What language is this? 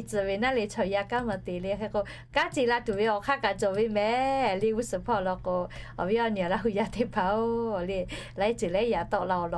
Lahu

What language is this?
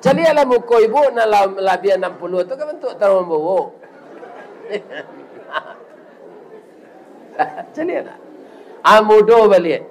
Minangkabau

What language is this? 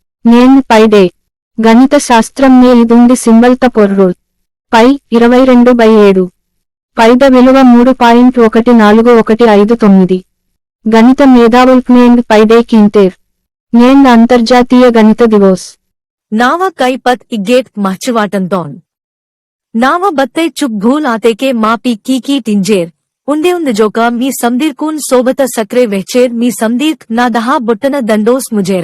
Gondi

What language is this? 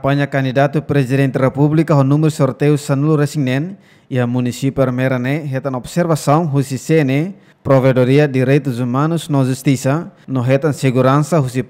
Tetum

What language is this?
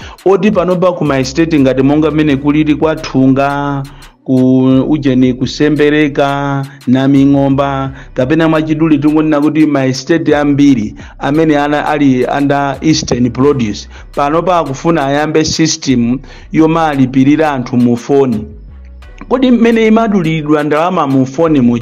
Nyanja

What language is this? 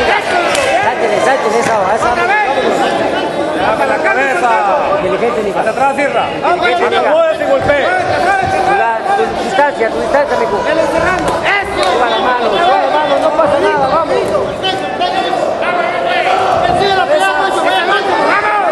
Spanish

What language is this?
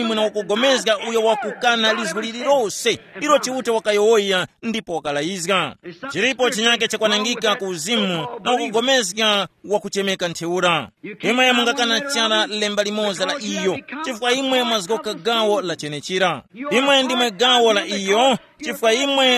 Tumbuka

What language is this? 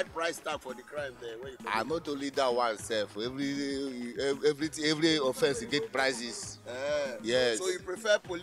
Nigerian Pidgin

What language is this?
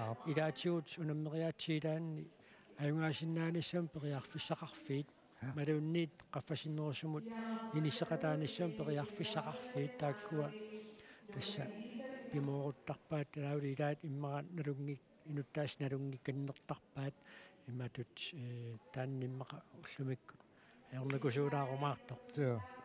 Kalaallisut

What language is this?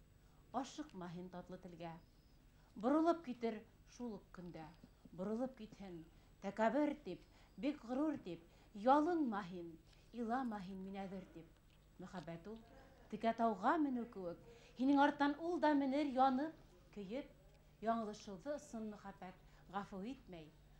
Bashkir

